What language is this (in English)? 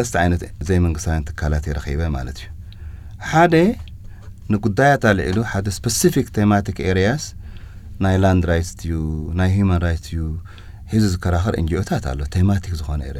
Tigrinya